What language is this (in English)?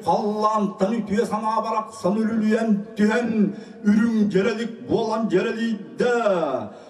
Yakut